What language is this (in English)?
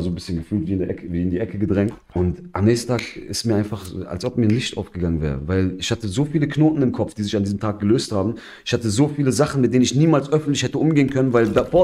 German